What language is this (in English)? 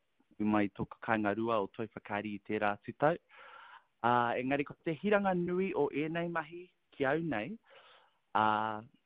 Māori